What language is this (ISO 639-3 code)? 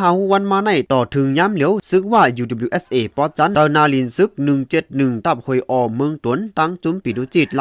shn